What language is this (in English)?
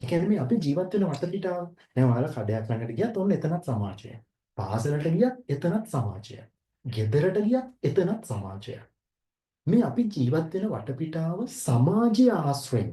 Sinhala